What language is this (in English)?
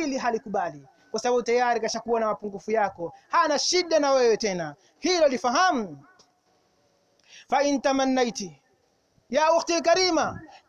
Swahili